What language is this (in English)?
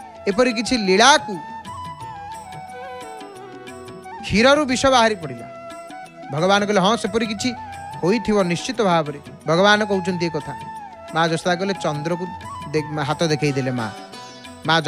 Odia